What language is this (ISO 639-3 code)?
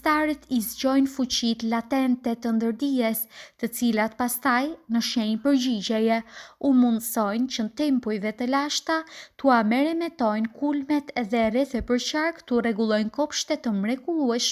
sqi